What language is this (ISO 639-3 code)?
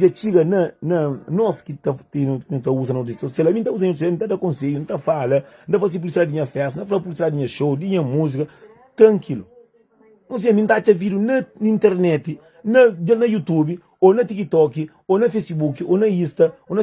kea